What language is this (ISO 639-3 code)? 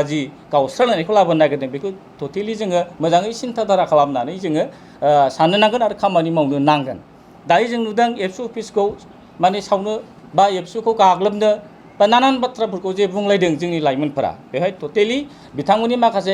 brx